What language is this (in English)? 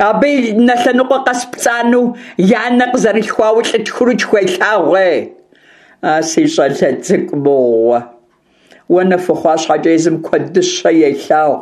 Kabardian